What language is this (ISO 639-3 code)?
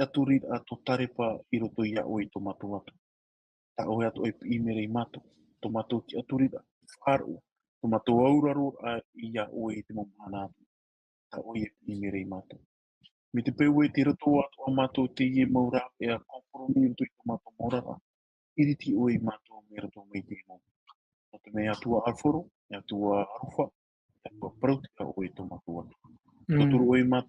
tah